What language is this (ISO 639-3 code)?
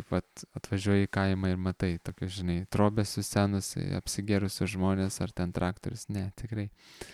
lit